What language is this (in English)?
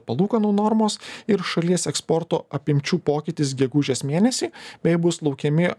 Lithuanian